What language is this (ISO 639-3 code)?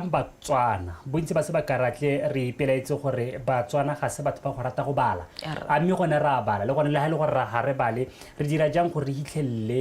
tsn